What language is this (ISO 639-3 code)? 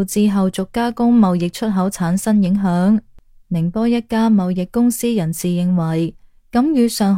yue